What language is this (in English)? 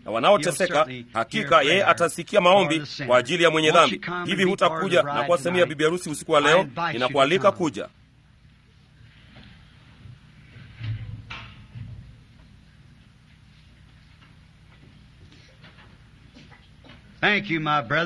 Swahili